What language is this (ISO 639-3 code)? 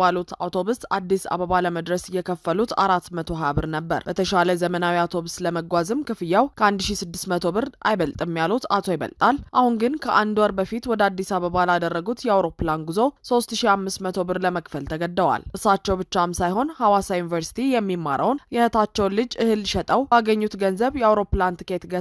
amh